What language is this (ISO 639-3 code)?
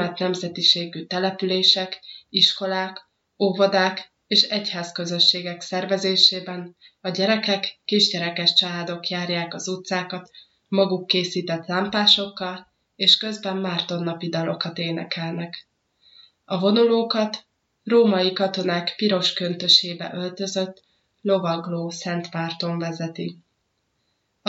hun